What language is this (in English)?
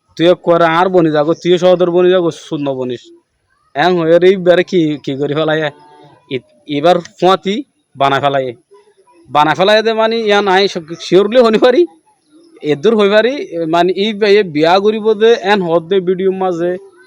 Rohingya